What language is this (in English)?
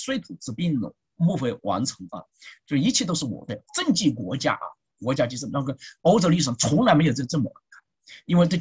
Chinese